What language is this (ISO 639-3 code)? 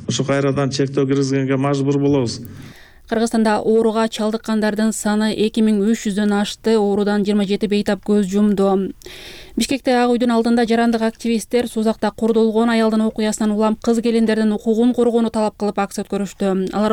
kir